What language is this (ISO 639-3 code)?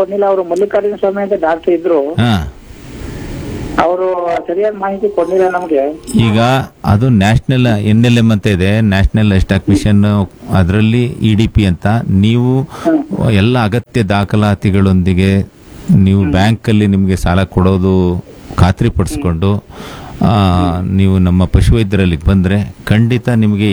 kan